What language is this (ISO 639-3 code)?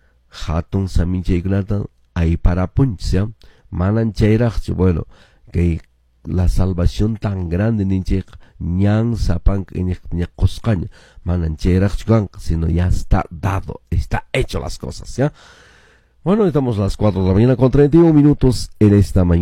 que